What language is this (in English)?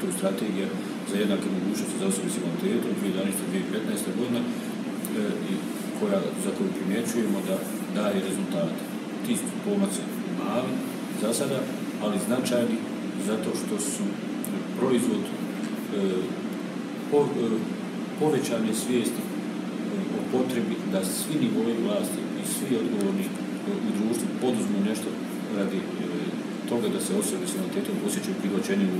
Bosnian